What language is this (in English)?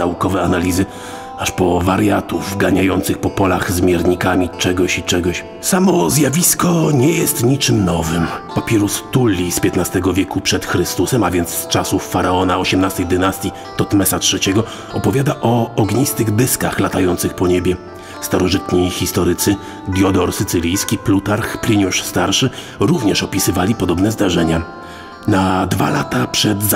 Polish